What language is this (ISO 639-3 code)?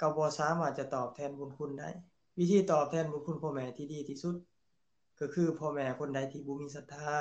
lao